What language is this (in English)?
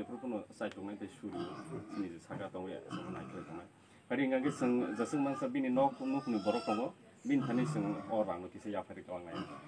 Kok Borok